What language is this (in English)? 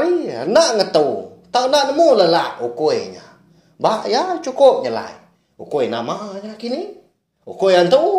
Iban